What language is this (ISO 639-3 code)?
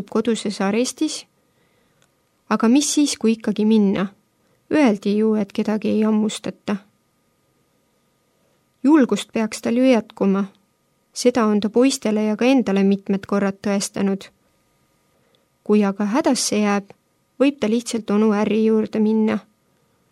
est